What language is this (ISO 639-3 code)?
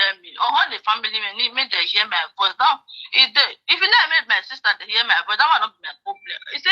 pcm